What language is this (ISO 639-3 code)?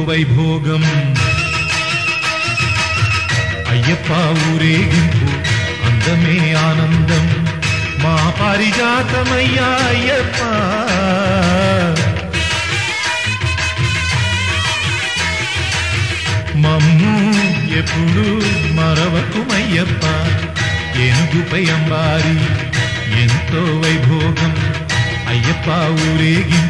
tel